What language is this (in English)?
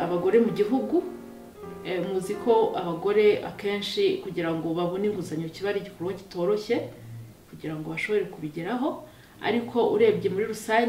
Kinyarwanda